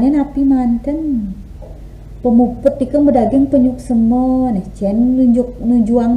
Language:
Balinese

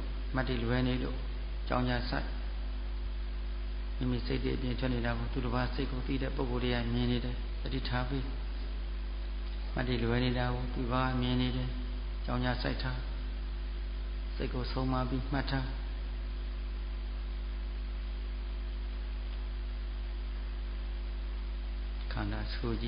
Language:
Burmese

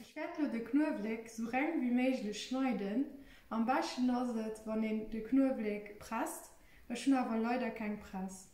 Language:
Luxembourgish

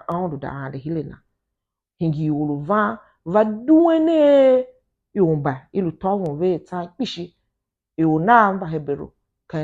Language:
Tiv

